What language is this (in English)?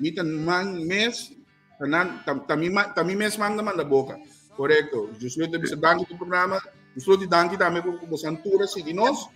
Papiamento